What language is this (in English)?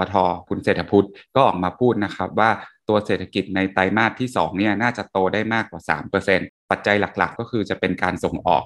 Thai